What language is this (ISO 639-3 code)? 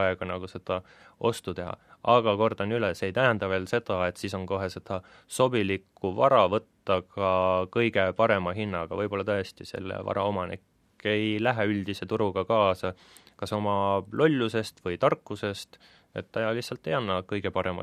est